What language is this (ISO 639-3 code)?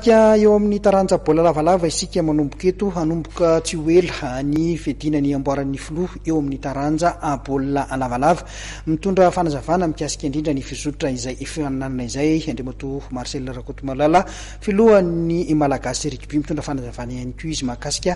mlg